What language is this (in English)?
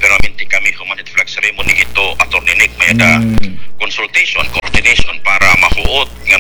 Waray